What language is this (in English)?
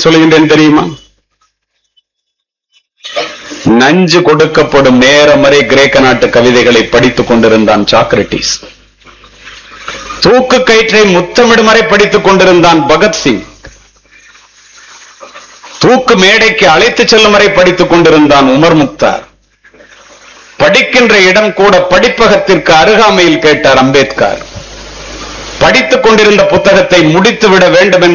Tamil